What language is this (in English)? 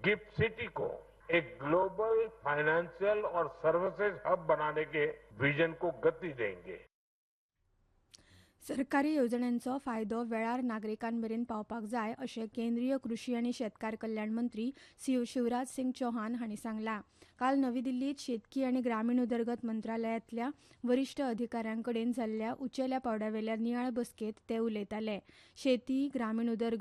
Konkani